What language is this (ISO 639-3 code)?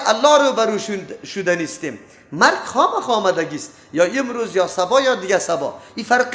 fas